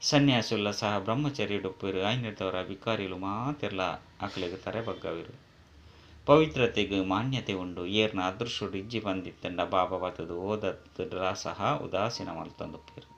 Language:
Tulu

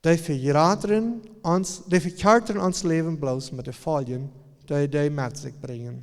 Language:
Plautdietsch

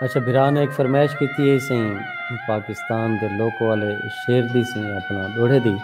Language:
Saraiki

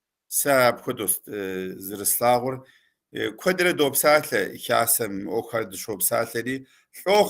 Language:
Kabardian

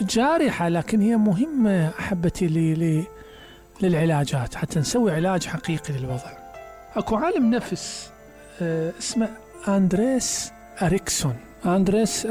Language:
Mesopotamian Arabic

